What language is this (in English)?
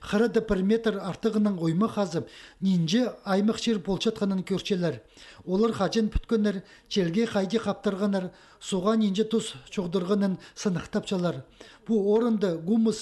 Khakas